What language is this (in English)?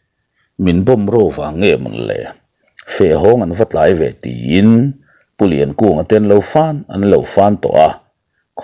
Mizo